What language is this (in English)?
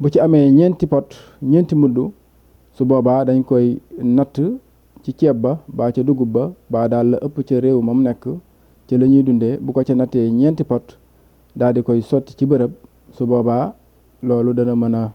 Wolof